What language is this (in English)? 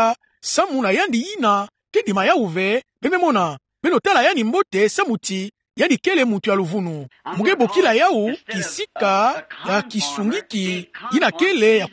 Kituba (Democratic Republic of Congo)